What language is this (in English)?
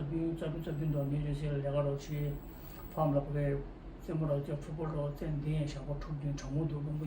Tibetan